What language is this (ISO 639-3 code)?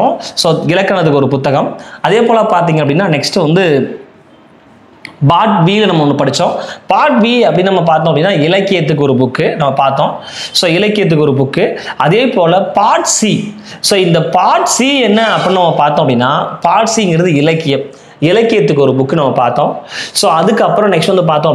tam